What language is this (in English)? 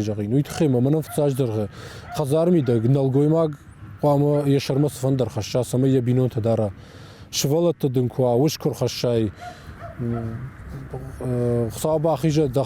Ossetic